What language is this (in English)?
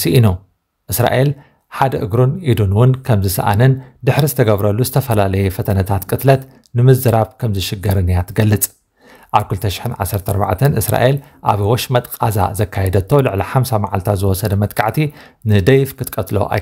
Tigrinya